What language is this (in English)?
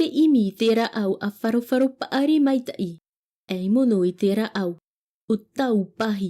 Tahitian